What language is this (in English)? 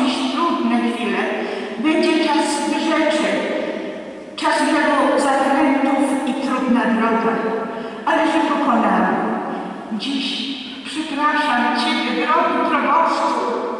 Polish